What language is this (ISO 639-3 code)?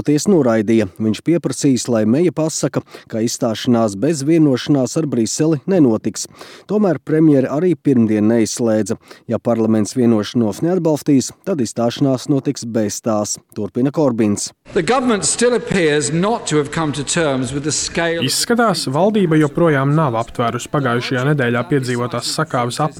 lav